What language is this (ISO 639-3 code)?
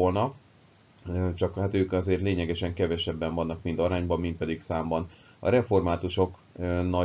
hun